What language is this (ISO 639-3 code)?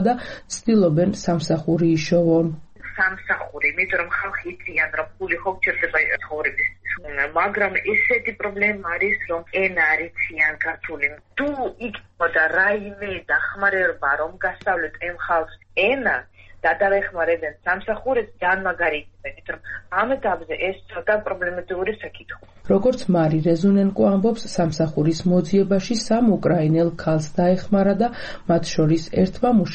kat